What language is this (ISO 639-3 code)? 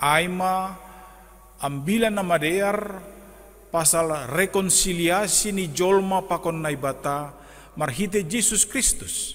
bts